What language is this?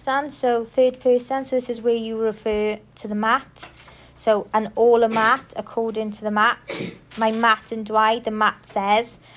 English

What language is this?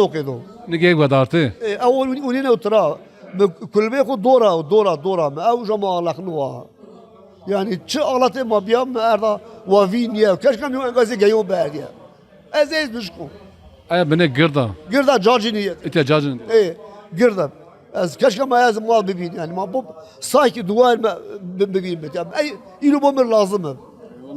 Zaza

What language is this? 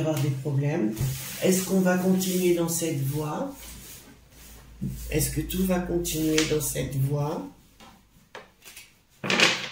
French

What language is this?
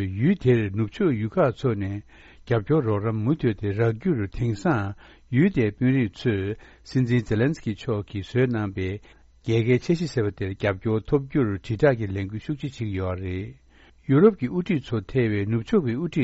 Tibetan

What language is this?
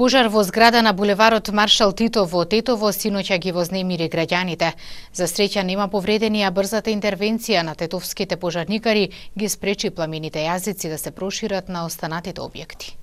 Macedonian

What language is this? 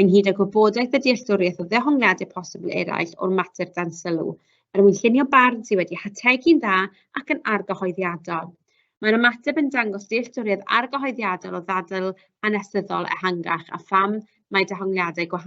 Welsh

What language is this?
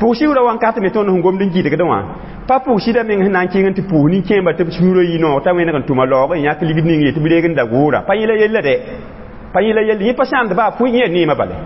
Mossi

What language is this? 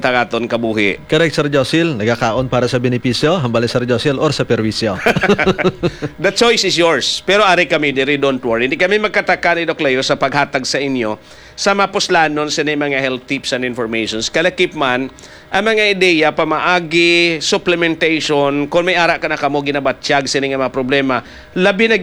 Hiligaynon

